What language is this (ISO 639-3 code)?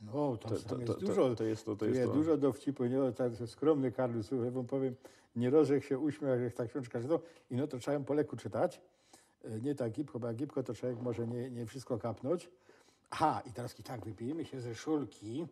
szl